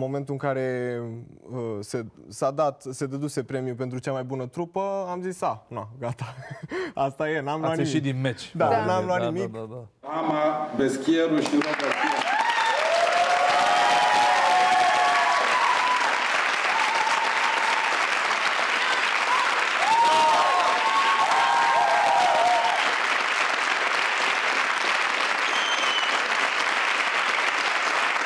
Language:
Romanian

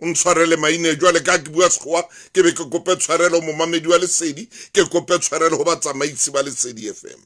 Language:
Southern Sotho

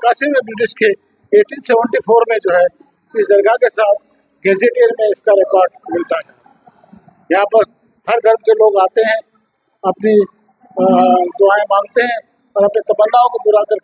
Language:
Hindi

